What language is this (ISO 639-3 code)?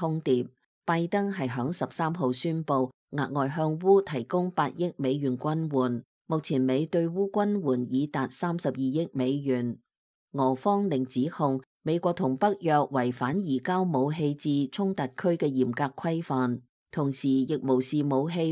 yue